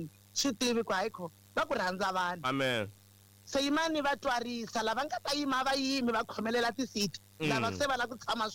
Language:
Tsonga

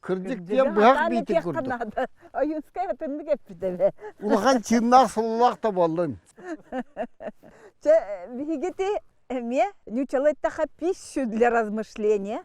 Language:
Yakut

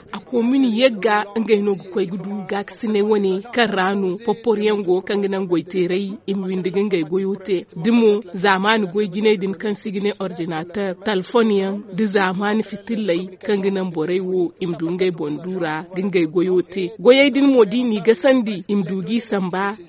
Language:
Zarma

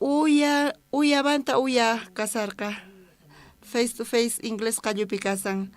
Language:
South Bolivian Quechua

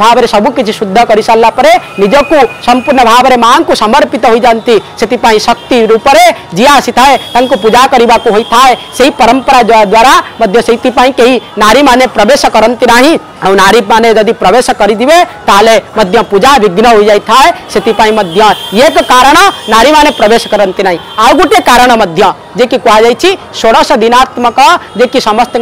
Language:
Odia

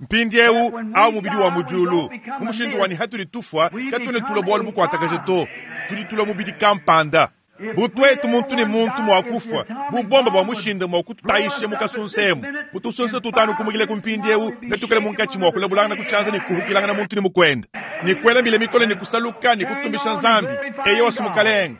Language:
Luba-Lulua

